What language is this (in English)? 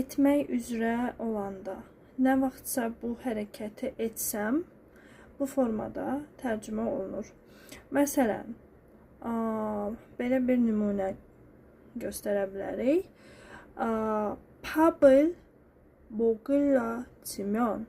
Azerbaijani